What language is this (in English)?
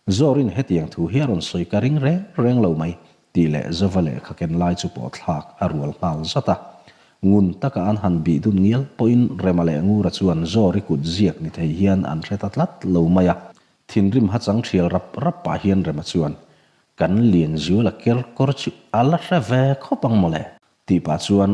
Mizo